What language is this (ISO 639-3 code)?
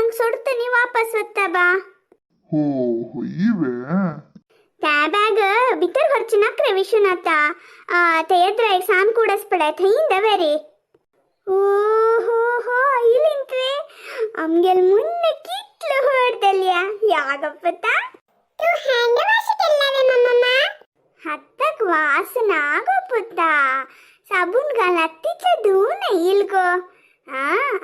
kok